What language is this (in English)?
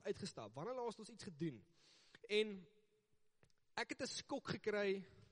Afrikaans